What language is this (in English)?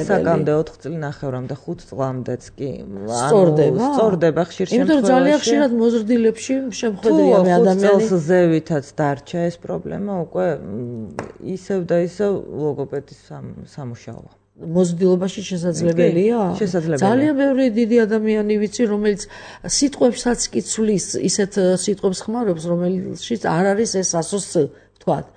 Georgian